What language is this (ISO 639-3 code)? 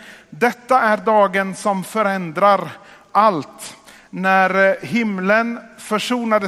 swe